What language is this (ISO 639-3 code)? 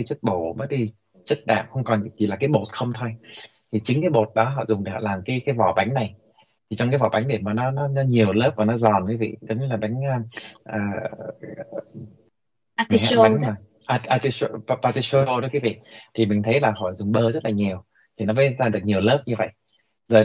vie